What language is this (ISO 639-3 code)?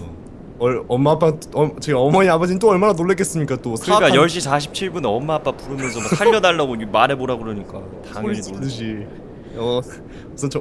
kor